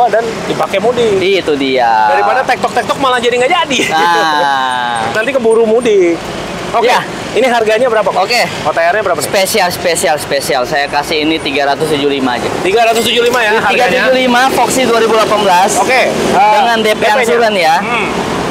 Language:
Indonesian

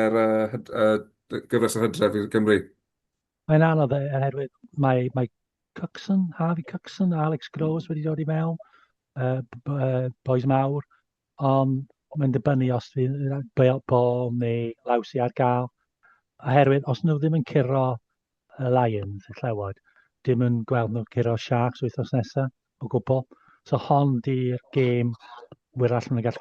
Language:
Welsh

